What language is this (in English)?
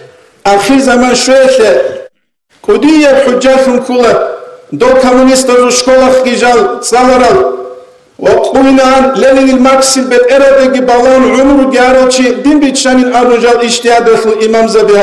Avaric